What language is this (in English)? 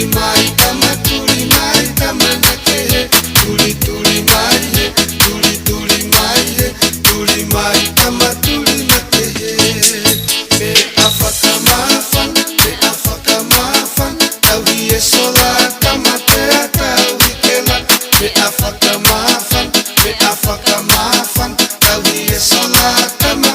Tongan